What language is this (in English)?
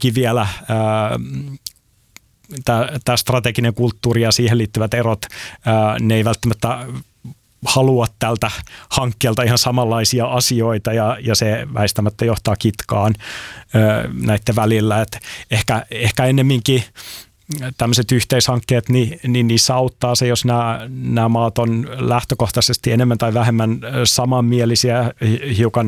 Finnish